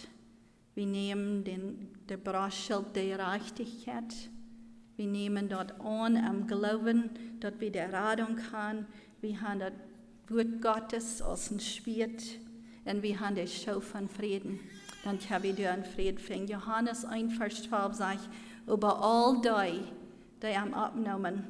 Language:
Plautdietsch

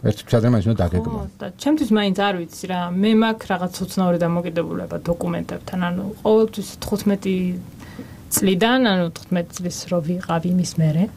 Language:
Georgian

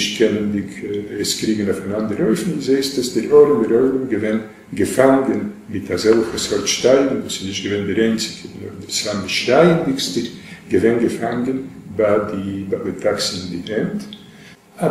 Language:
Yiddish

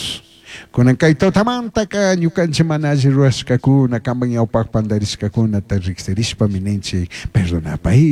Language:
Chimborazo Highland Quichua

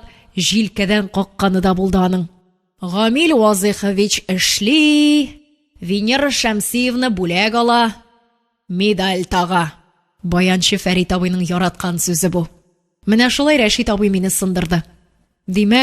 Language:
Tatar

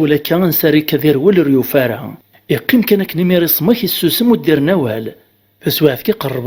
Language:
Kabyle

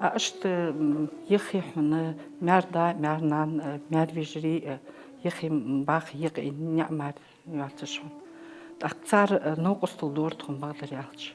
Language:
Ingush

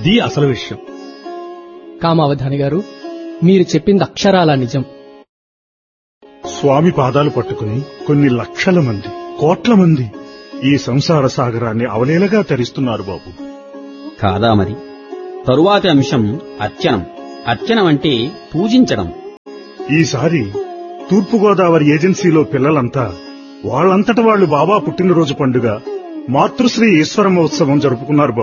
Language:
Telugu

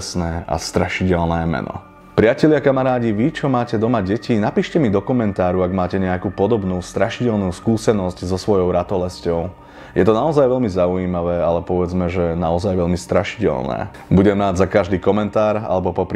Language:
Slovak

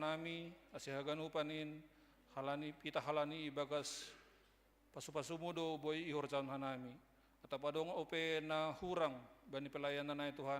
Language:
Batak Simalungun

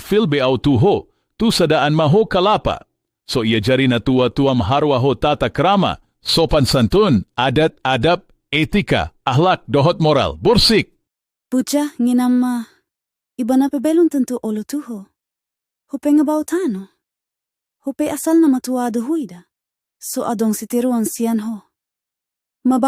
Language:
Batak Toba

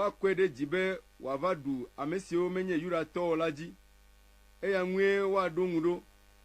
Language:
Ewe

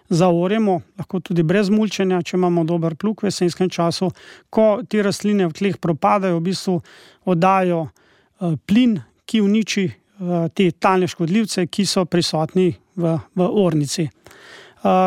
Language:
Slovenian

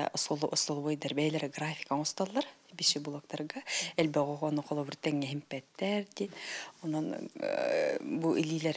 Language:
Yakut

